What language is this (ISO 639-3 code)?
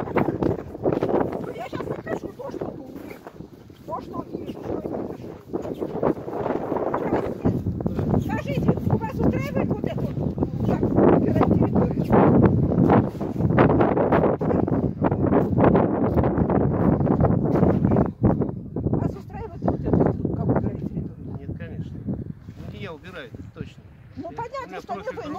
rus